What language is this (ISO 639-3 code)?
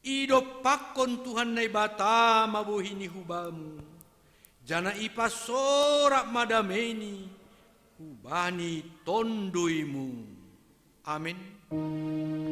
bts